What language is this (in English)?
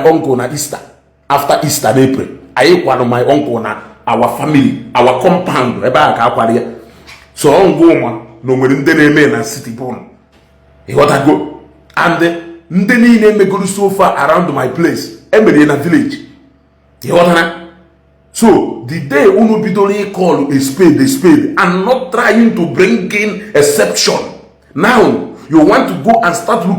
Igbo